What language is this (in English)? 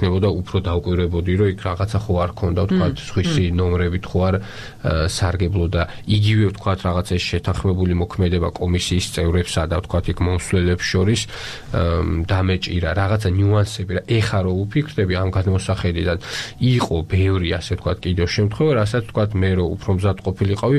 Georgian